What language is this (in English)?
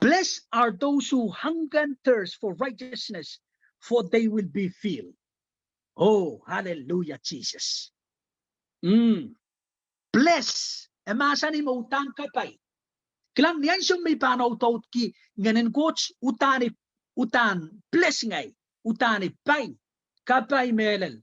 Pohnpeian